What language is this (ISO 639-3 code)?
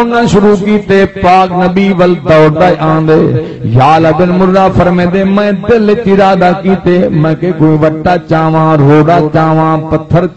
skr